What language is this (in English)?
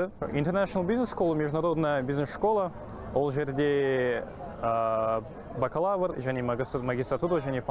Kazakh